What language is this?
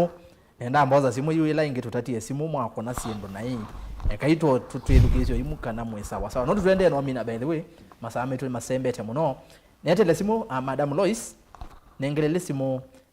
Kamba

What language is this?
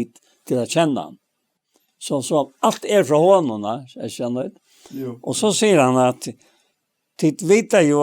Faroese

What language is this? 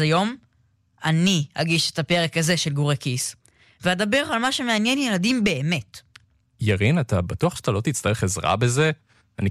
Hebrew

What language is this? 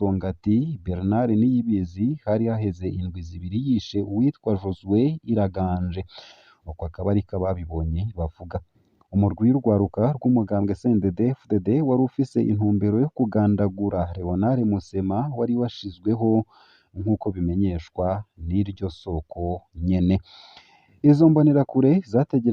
Rundi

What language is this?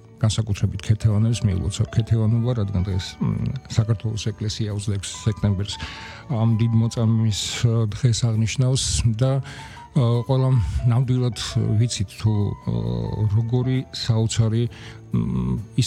Georgian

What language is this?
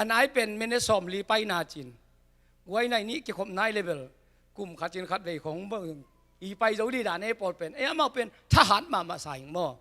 Tedim Chin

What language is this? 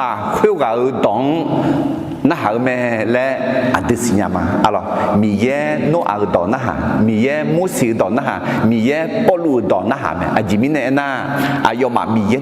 Akha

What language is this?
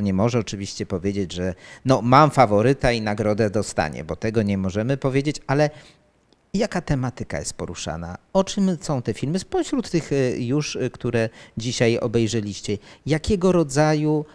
Polish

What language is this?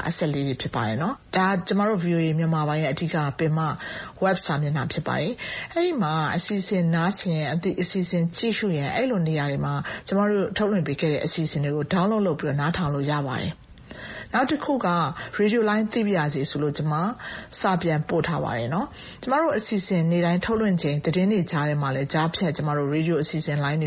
Burmese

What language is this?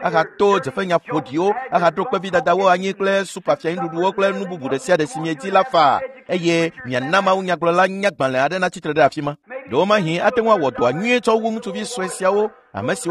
Ewe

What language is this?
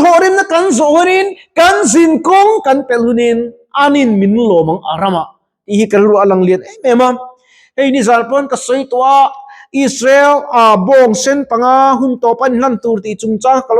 Mizo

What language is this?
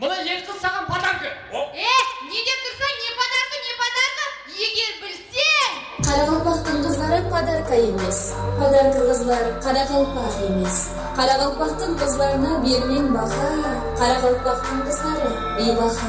Kara-Kalpak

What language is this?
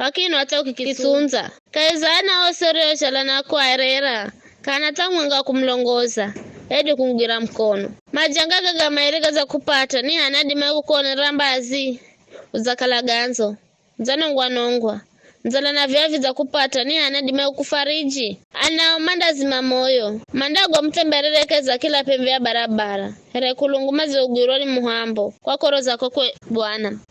Giryama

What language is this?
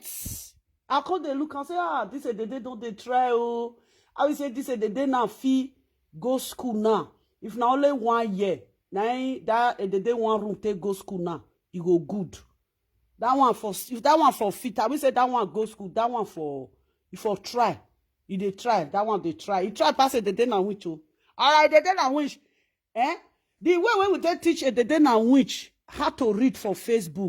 Nigerian Pidgin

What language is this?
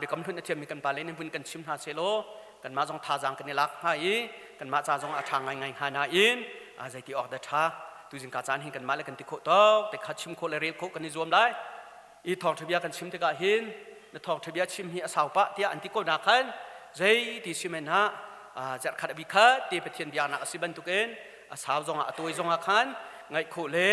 Hakha Chin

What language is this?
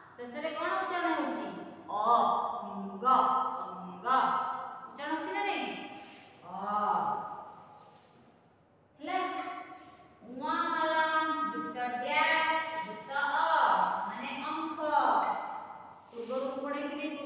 Odia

